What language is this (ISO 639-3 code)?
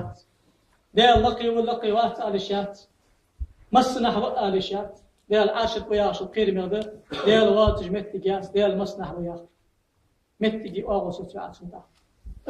inh